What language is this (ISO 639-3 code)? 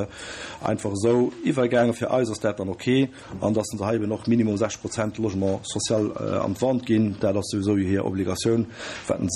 ltz